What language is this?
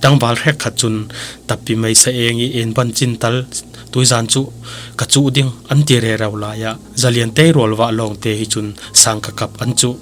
Falam Chin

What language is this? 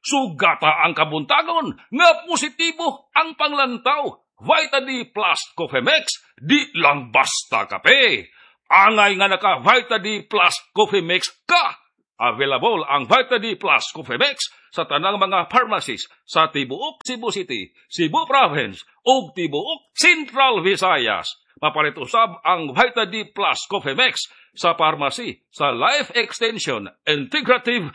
Cebuano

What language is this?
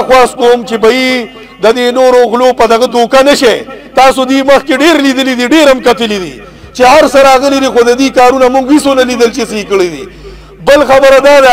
Pashto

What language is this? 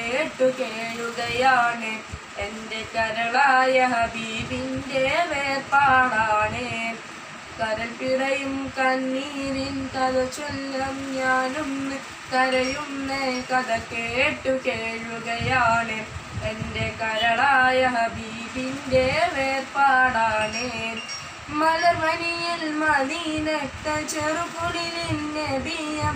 Malayalam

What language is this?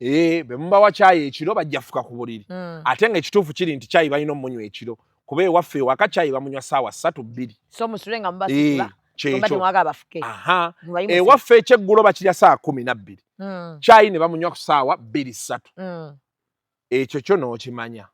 Ganda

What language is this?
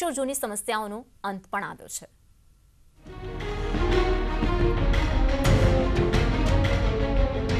Gujarati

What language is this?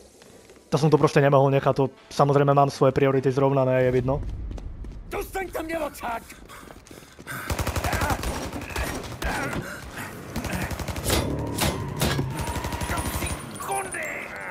Slovak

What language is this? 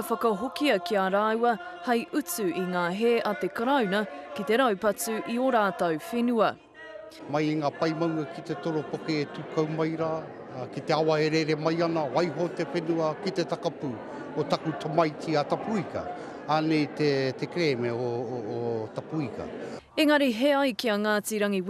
Māori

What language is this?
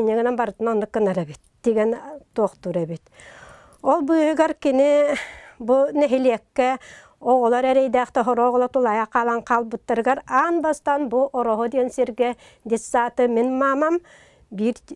Yakut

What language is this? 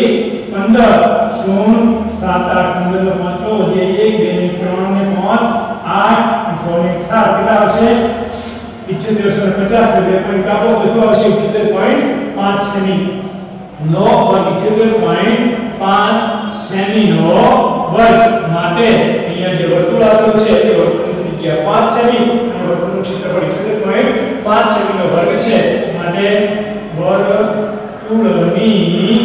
Gujarati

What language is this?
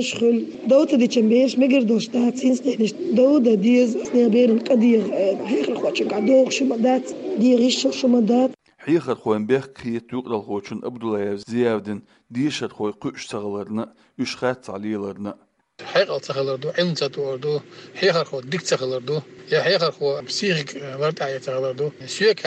Chechen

